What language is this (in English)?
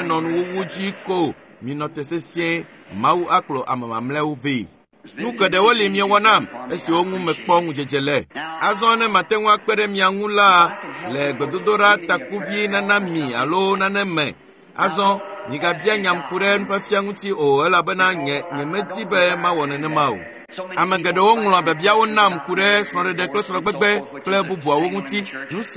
Ewe